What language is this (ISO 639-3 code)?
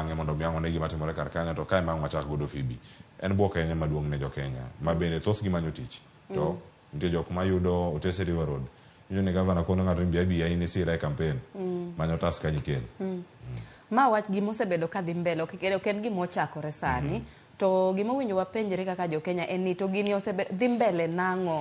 luo